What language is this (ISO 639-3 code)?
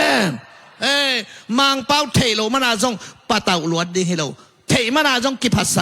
ctd